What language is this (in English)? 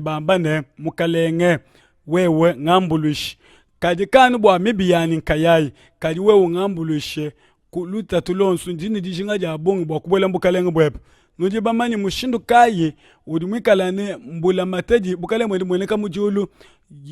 Luba-Lulua